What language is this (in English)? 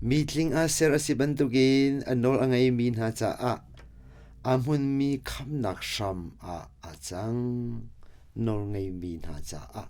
Hakha Chin